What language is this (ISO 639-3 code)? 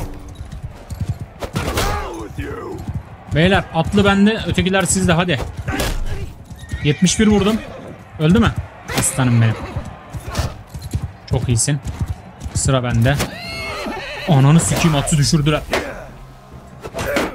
tur